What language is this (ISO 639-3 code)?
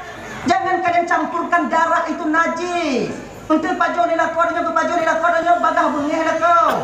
ace